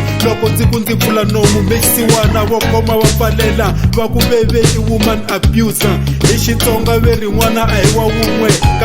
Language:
Tsonga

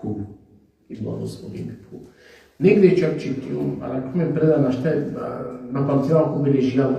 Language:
Balkan Romani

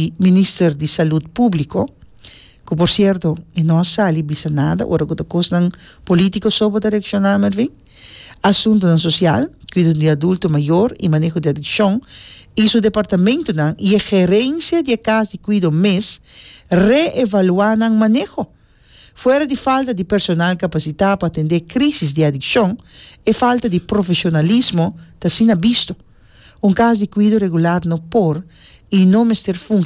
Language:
Papiamento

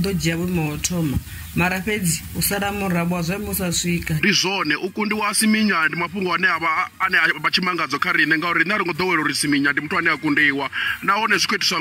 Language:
Venda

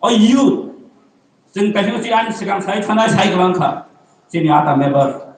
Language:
Kok Borok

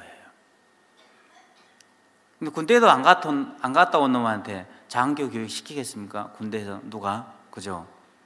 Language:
Korean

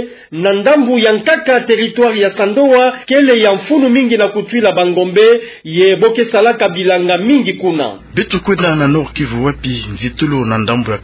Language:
Kituba (Democratic Republic of Congo)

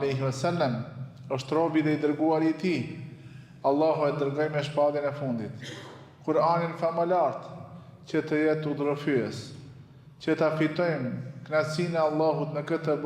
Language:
Albanian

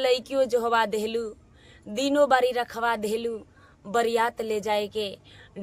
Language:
Bhojpuri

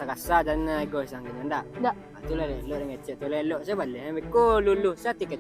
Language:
Minangkabau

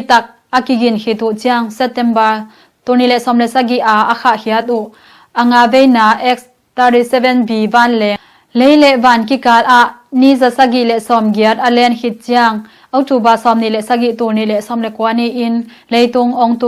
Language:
Tedim Chin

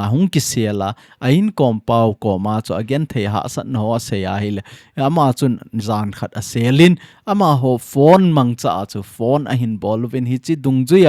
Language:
Thado Chin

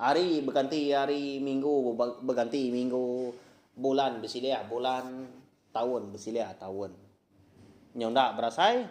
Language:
Iban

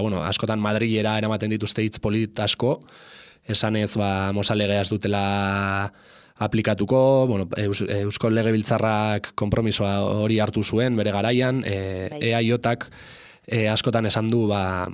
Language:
Basque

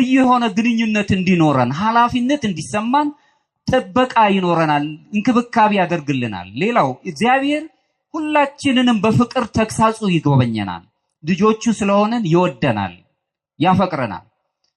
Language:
Amharic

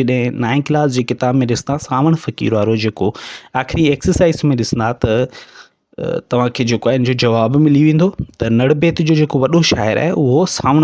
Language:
Sindhi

